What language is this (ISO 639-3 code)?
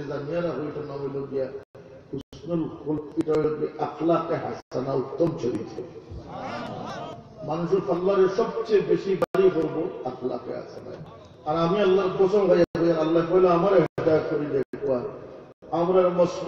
ben